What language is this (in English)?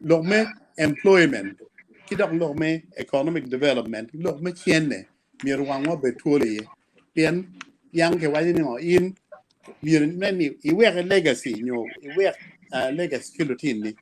Acoli